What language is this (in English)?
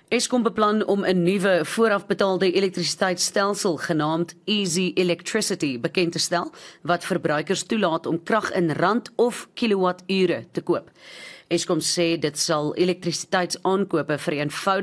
Afrikaans